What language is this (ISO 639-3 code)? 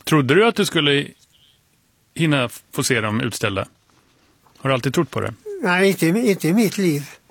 swe